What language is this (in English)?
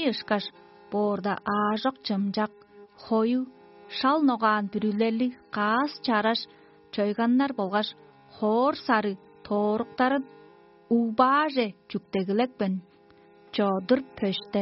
Tuvinian